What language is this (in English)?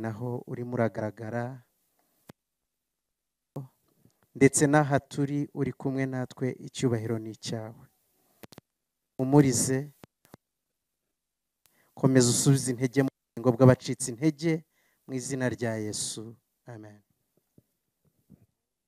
Kinyarwanda